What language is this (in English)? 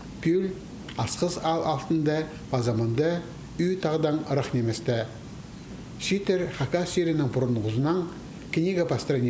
Khakas